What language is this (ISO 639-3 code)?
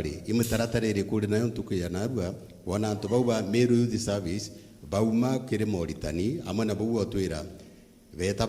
mer